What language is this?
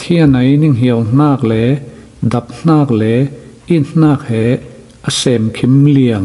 Falam Chin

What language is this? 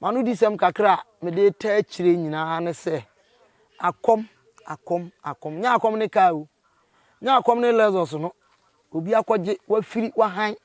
Akan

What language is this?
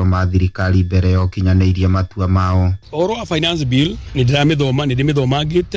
Kikuyu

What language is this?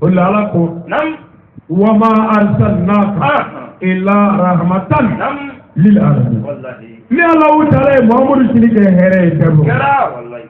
Bambara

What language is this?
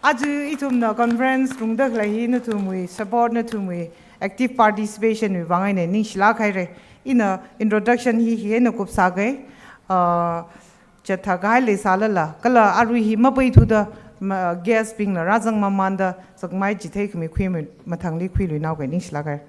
Tangkhul Naga (India)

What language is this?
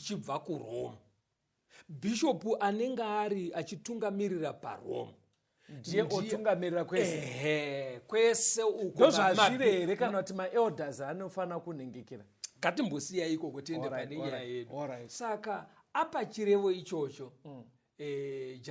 Shona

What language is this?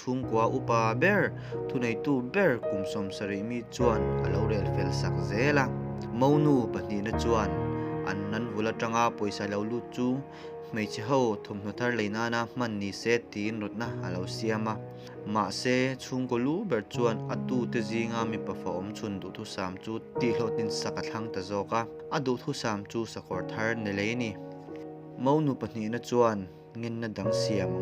Mizo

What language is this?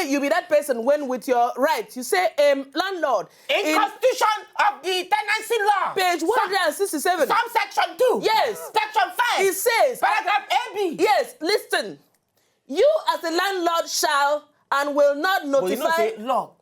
Nigerian Pidgin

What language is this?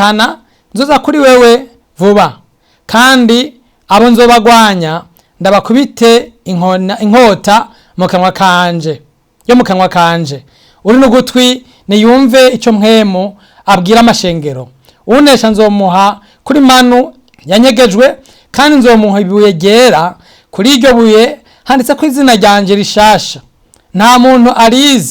Rundi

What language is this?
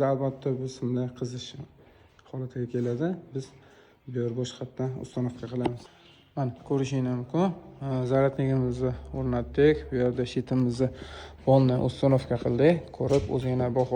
Uzbek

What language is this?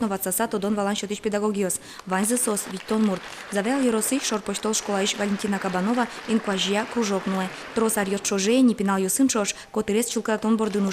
Udmurt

